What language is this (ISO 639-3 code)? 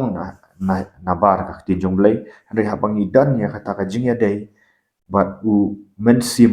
kha